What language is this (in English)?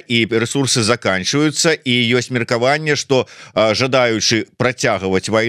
Belarusian